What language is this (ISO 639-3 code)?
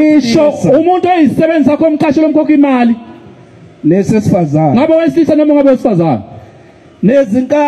zul